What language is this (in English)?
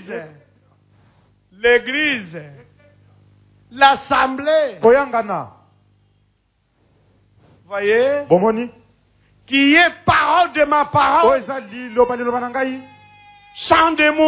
French